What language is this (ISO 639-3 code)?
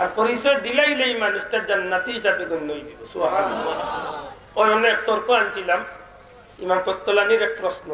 syl